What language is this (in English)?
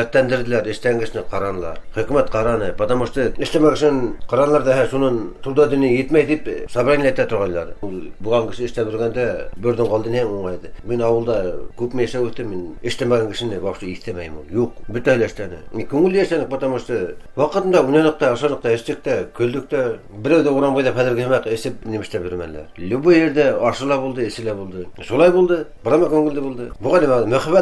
Bashkir